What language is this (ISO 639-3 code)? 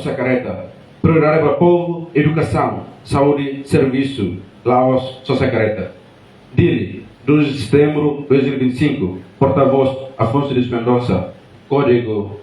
tet